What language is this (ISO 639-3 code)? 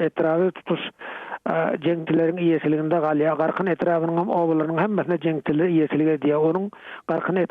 tuk